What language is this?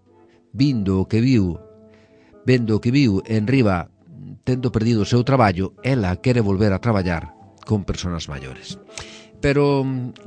Galician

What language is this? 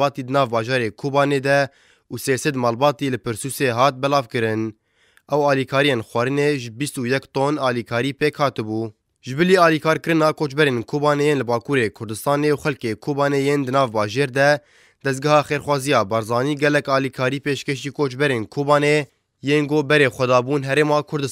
Kurdish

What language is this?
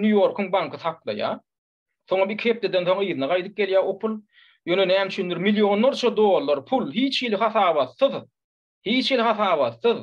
Turkmen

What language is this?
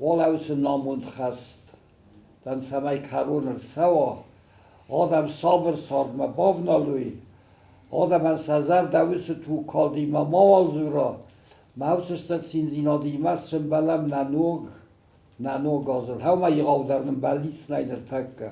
Ossetic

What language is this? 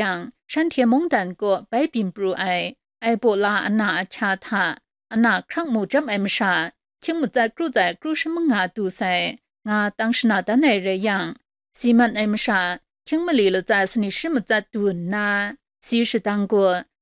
Kachin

